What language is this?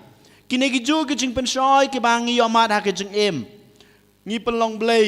Khasi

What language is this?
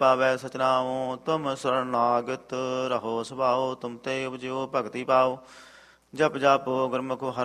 Punjabi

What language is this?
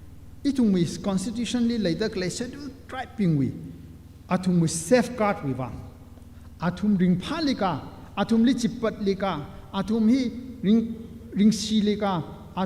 Tangkhul Naga (India)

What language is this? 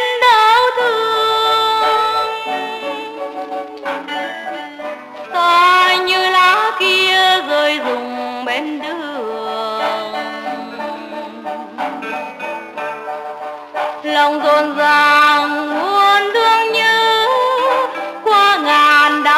Vietnamese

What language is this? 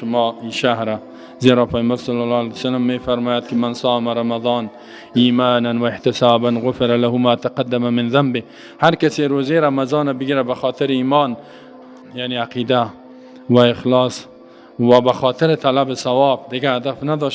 Persian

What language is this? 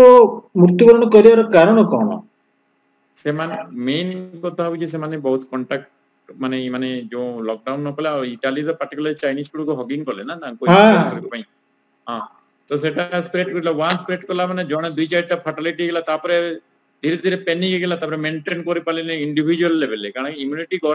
Odia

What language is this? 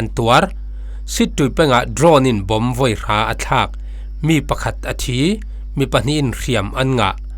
Falam Chin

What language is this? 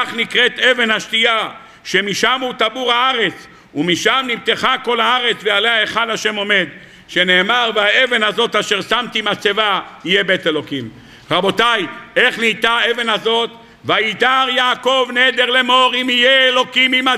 Hebrew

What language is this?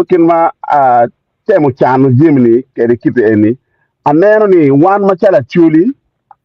Acoli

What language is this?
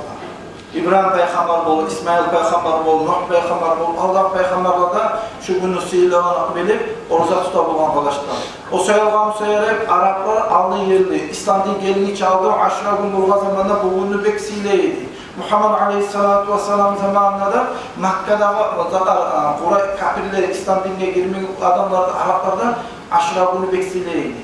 Kumyk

